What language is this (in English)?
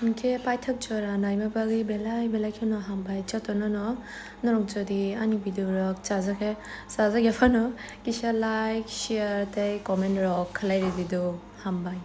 Kok Borok